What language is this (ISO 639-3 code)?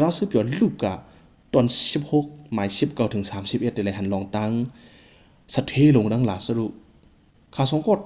shn